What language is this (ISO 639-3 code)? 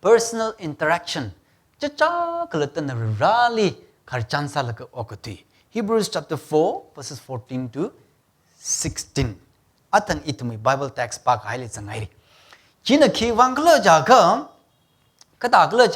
nmf